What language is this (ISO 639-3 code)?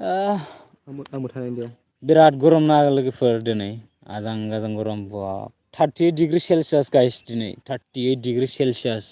brx